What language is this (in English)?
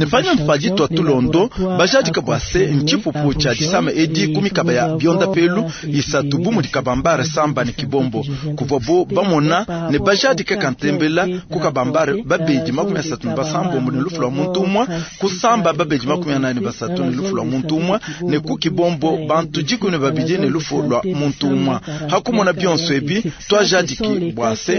Luba-Lulua